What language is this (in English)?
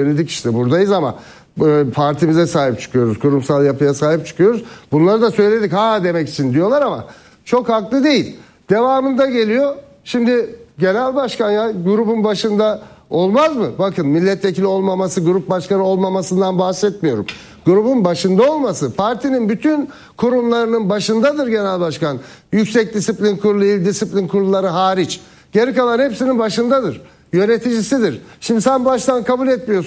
Turkish